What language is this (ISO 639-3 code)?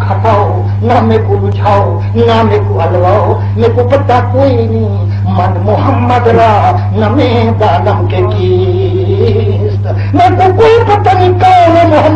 skr